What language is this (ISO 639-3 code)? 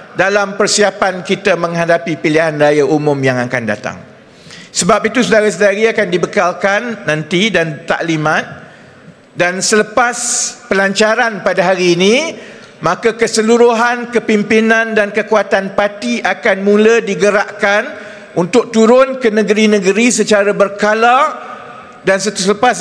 msa